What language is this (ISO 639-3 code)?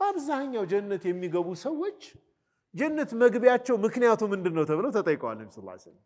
amh